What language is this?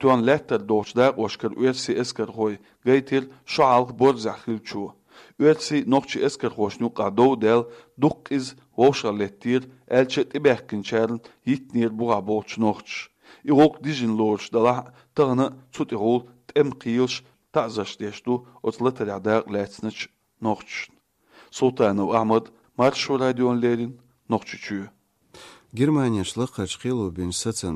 Chechen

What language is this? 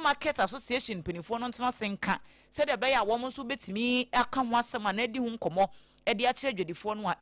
Akan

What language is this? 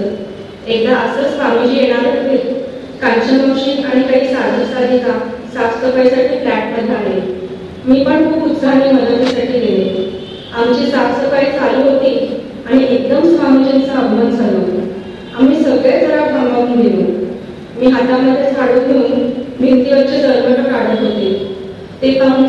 Marathi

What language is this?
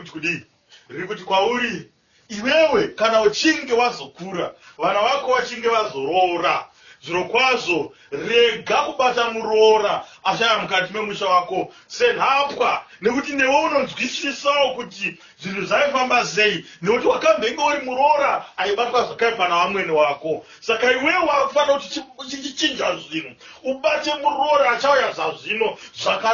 Shona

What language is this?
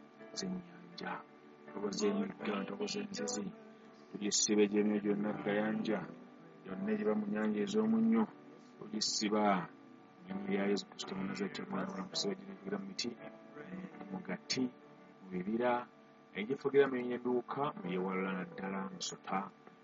Ganda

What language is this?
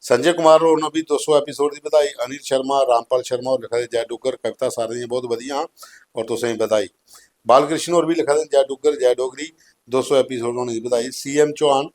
Dogri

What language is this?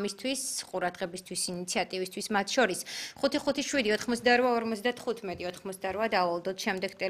Georgian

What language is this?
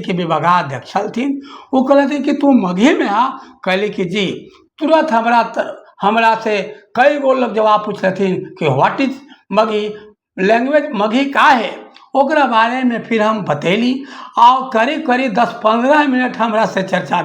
Magahi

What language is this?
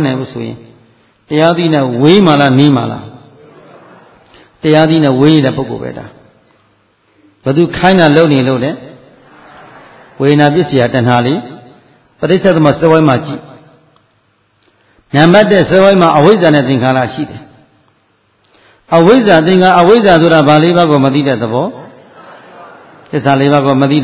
Burmese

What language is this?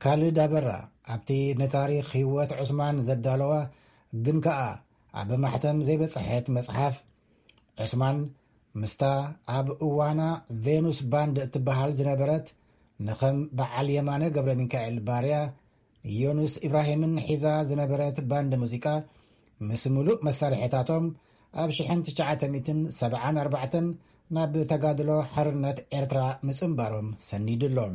Tigrinya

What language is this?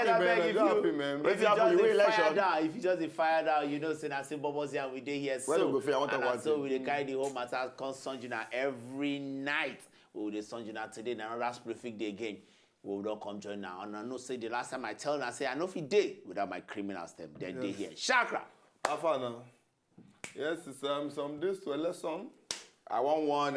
Nigerian Pidgin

